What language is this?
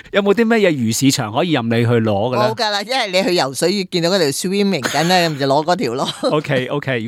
Cantonese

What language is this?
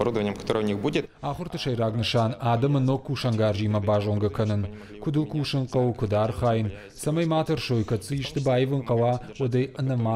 Ossetic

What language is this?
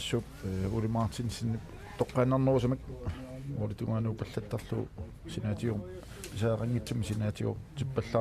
Kalaallisut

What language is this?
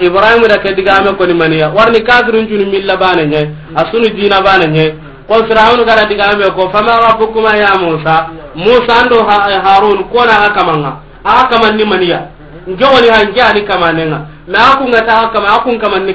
Soninke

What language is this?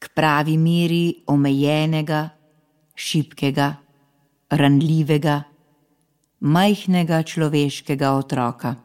Slovenian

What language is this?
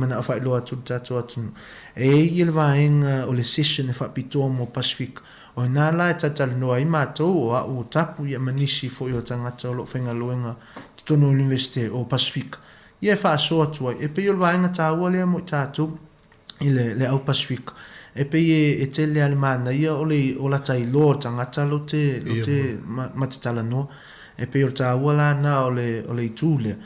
Samoan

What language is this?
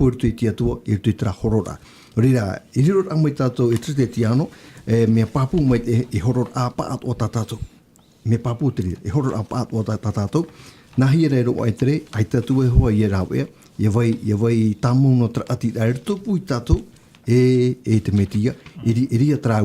Tahitian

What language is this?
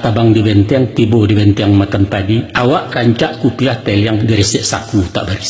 Minangkabau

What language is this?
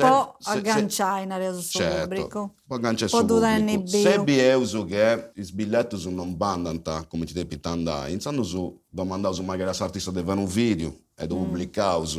Sardinian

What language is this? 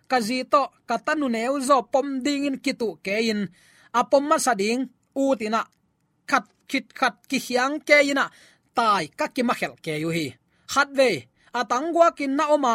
Tedim Chin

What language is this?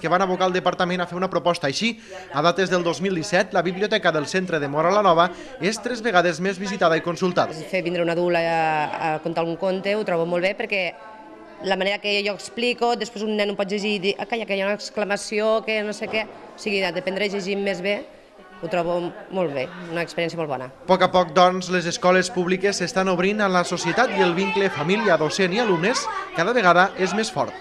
Catalan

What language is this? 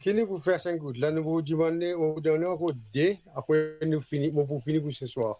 Morisyen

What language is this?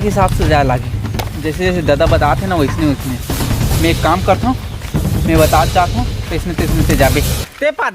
Chhattisgarhi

